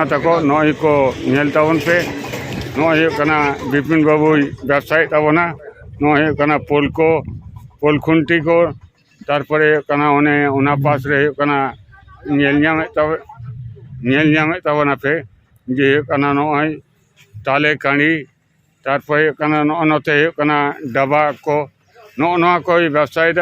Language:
Santali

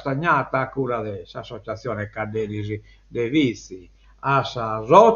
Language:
Sardinian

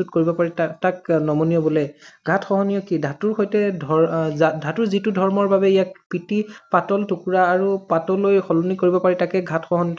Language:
Assamese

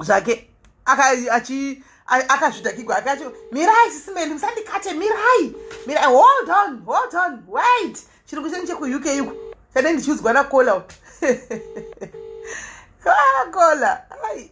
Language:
Shona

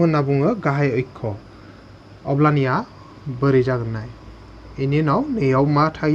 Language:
Bodo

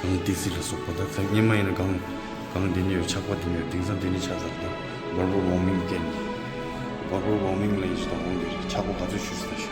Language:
Tibetan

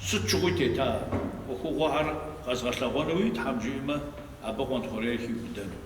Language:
Kabardian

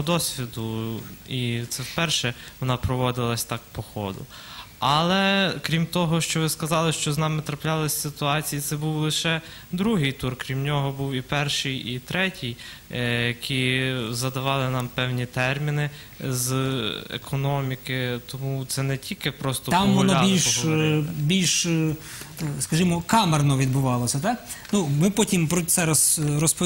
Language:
Ukrainian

